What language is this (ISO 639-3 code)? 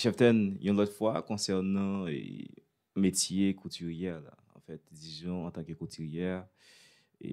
hat